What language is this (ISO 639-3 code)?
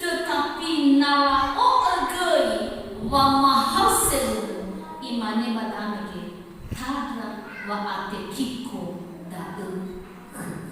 nia